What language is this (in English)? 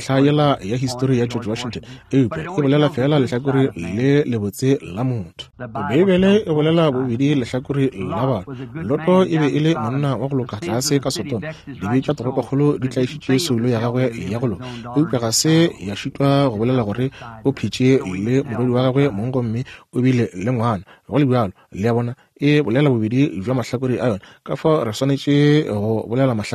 Northern Sotho